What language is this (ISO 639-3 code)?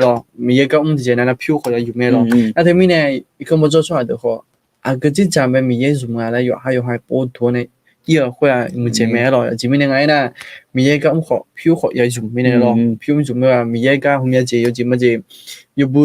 ahk